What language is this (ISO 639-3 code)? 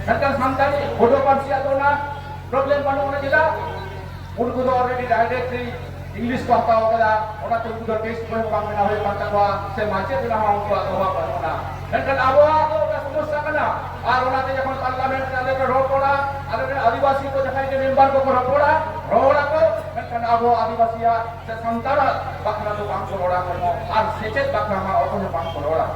sat